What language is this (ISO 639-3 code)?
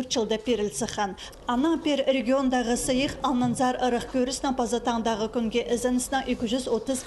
kjh